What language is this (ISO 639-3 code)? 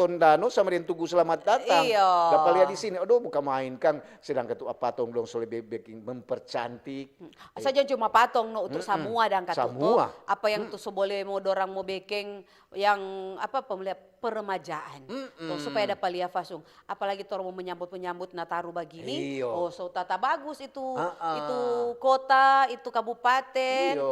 xmm